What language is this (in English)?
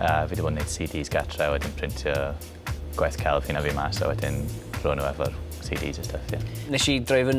Welsh